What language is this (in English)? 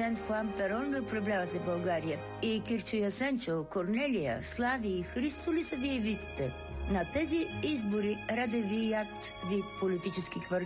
Bulgarian